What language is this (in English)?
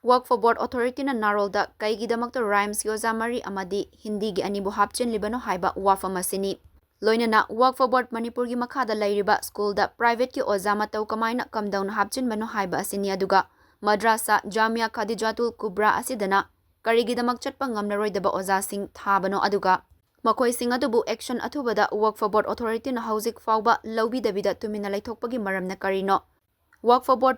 Manipuri